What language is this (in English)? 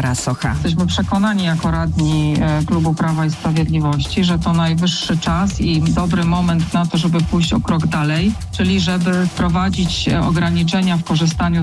Polish